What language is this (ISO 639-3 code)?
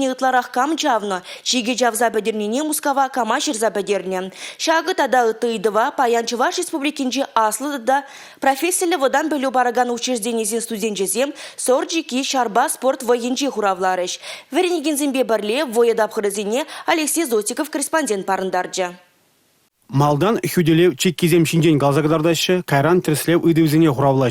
chv